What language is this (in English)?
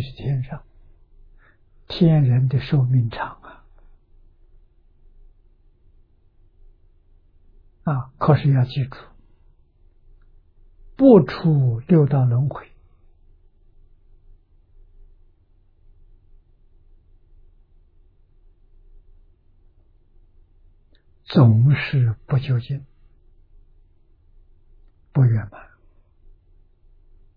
Chinese